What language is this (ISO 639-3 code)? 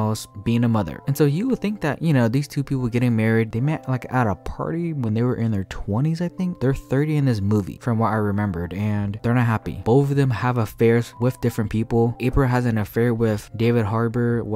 eng